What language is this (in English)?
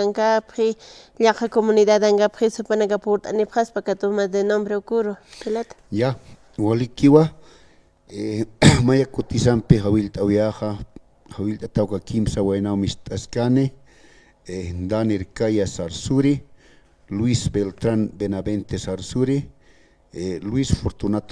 Aymara